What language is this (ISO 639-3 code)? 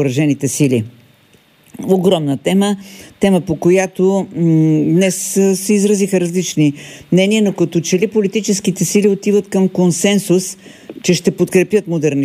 bul